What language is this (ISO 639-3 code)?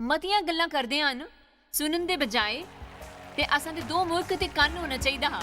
doi